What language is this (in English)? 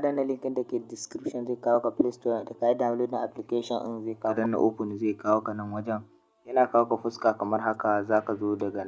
Hausa